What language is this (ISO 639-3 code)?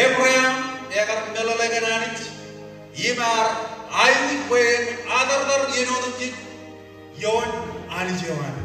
mah